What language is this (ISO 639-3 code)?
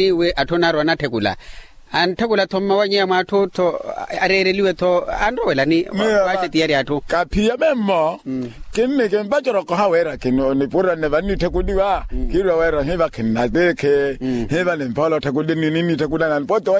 vmw